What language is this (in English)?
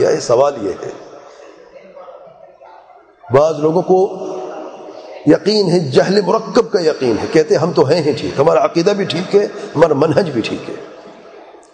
Urdu